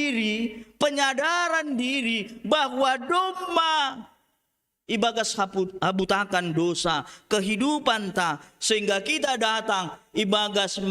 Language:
Batak Simalungun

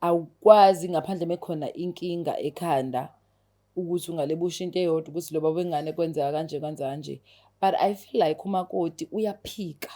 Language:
Zulu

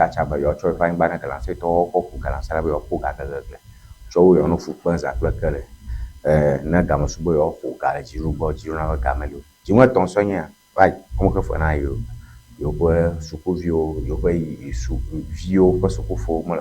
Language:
Ewe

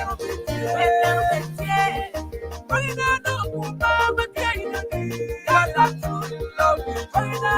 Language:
Acoli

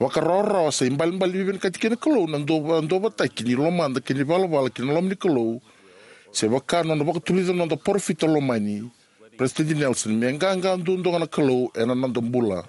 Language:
Fijian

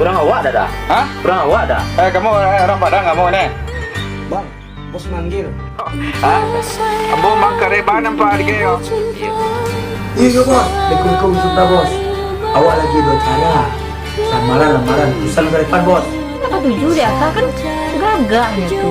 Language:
Minangkabau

